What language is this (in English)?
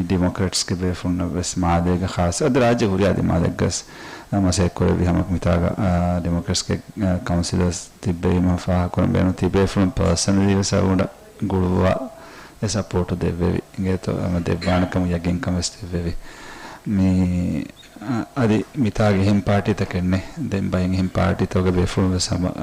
Divehi